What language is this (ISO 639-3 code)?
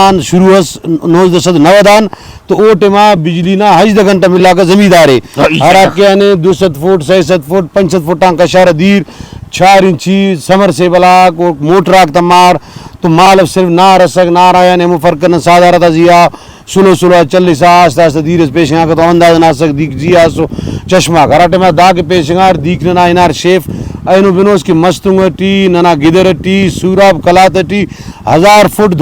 brh